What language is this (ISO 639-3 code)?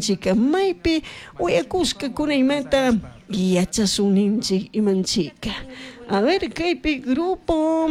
qug